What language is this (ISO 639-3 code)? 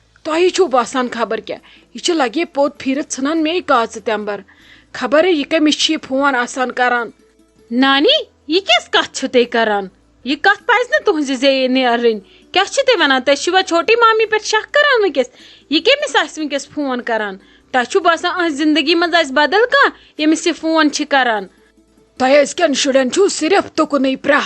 kas